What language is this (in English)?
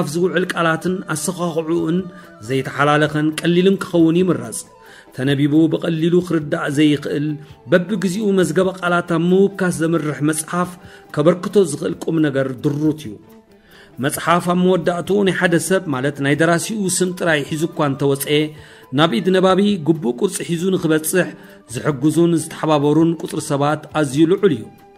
Tigrinya